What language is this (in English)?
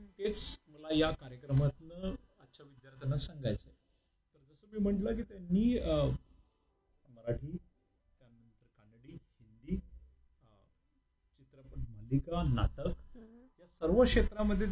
Marathi